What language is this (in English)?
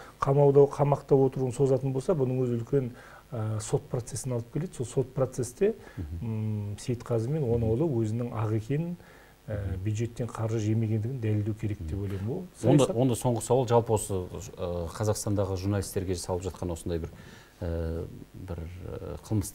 Kazakh